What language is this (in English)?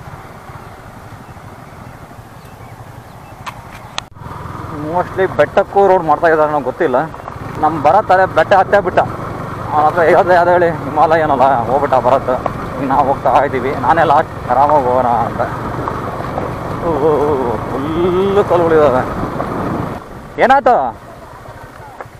Kannada